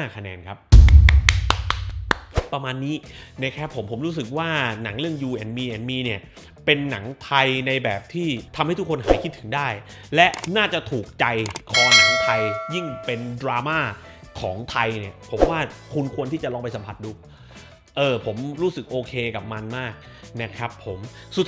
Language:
Thai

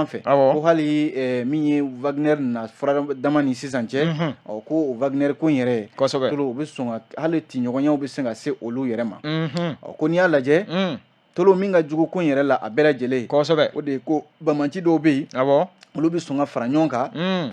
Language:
Bambara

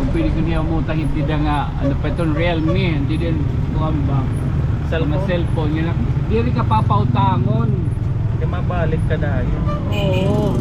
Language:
Waray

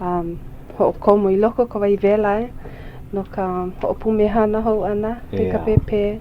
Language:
Hawaiian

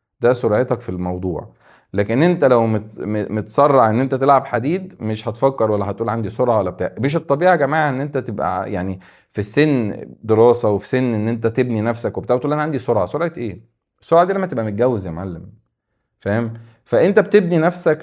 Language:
Egyptian Arabic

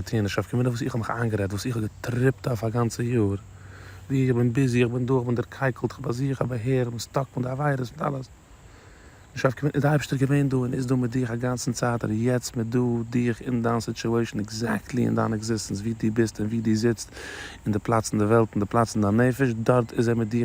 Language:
Yiddish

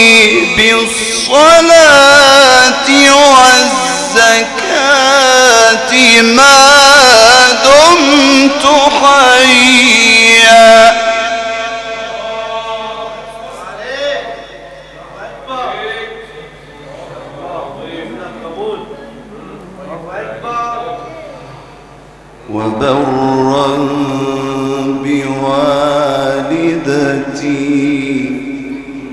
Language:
Arabic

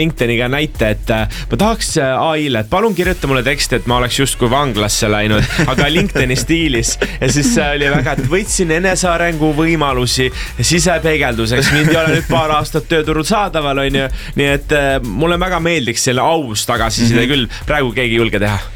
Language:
Estonian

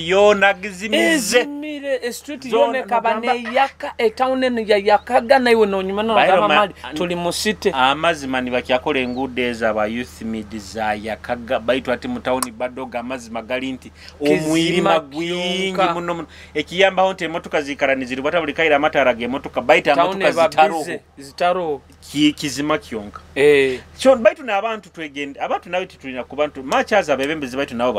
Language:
Nyoro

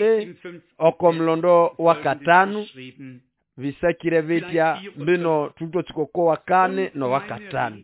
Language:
Nande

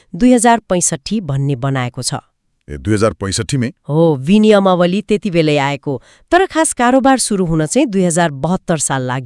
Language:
Nepali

